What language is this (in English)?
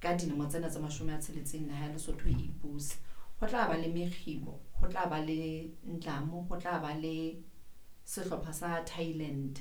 Southern Sotho